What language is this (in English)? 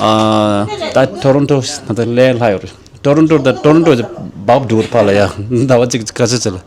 Tibetan